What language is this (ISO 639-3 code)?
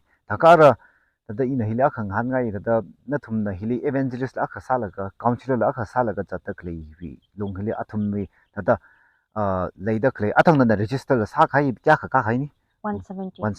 nmf